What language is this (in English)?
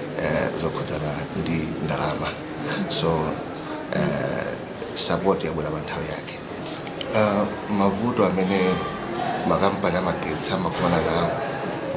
Nyanja